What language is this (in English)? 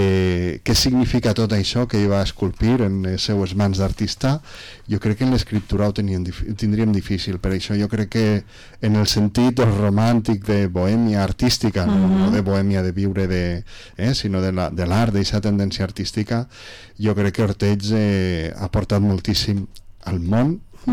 Catalan